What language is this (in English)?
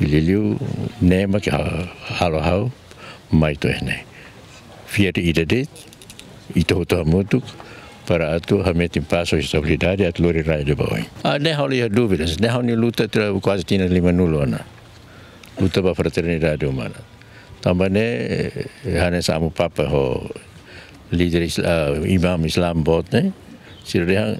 Tetum